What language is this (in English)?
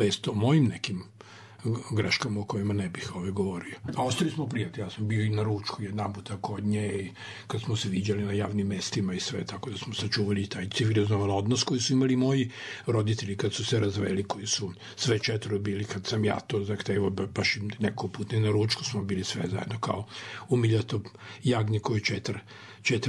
Serbian